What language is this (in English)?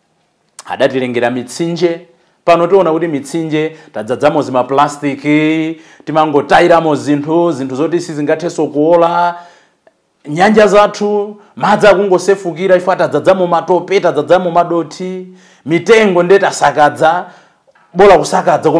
Nyanja